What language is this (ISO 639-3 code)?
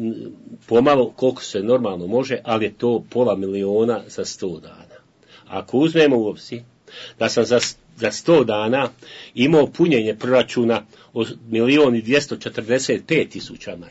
bos